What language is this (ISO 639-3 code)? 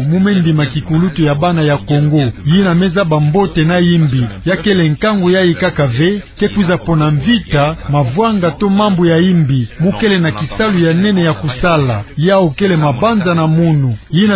ktu